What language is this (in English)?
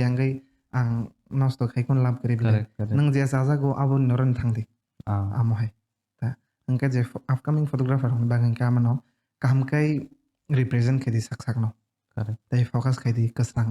Kok Borok